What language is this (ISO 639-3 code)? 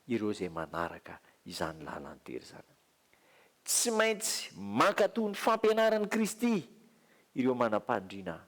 mlg